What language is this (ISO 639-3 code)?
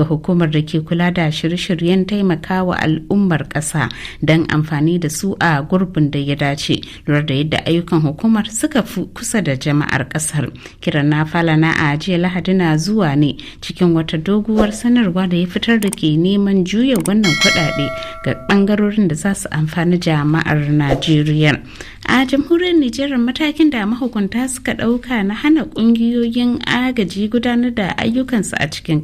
hau